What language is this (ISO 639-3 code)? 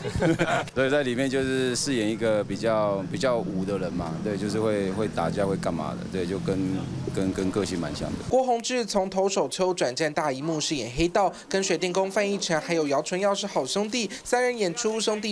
zho